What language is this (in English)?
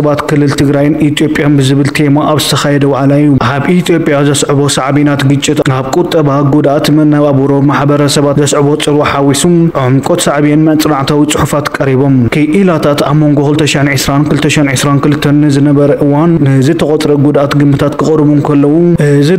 Tigrinya